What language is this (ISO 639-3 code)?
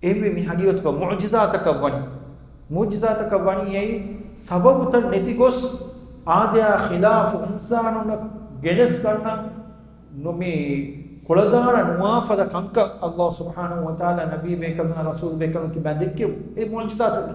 div